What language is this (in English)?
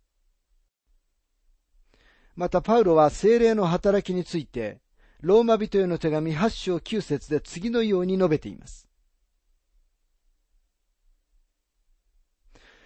Japanese